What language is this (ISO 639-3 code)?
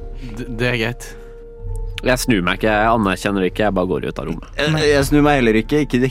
nor